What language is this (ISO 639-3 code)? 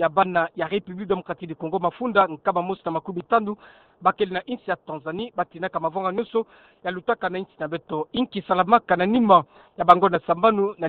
ktu